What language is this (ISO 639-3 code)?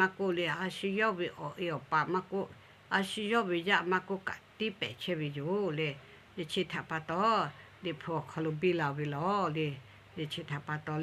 lhu